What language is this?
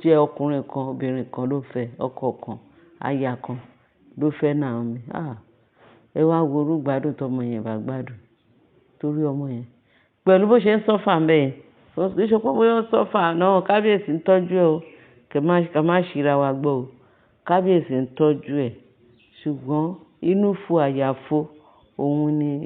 Yoruba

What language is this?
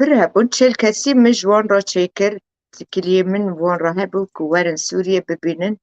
Kurdish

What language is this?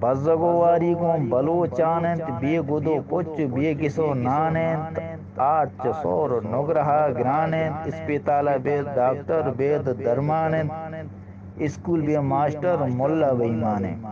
Eastern Balochi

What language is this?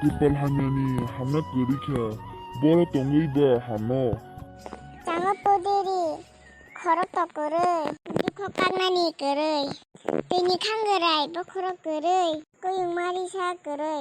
Kok Borok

